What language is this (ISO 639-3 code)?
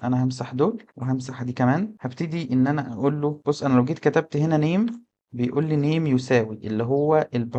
arz